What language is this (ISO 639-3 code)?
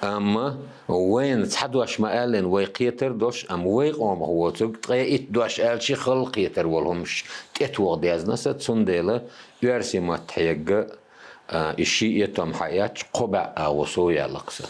che